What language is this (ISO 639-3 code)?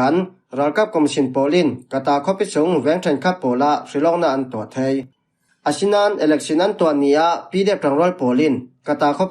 cfm